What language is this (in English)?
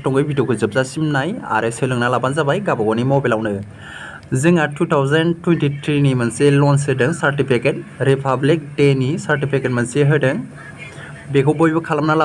Bodo